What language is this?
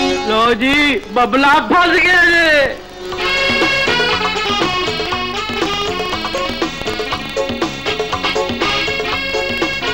Hindi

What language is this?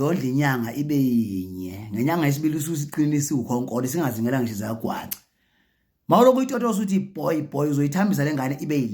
Zulu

